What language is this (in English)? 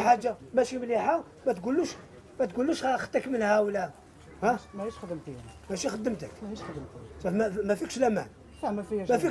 Algerian Arabic